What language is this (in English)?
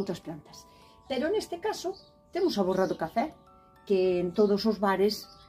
Galician